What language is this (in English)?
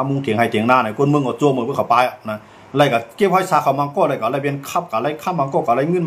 Shan